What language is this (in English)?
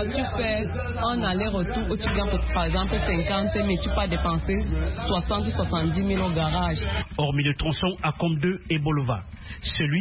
French